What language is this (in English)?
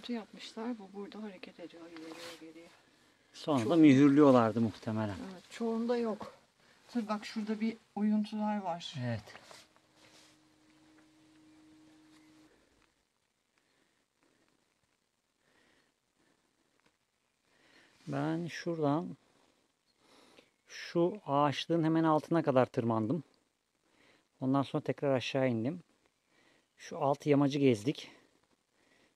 Turkish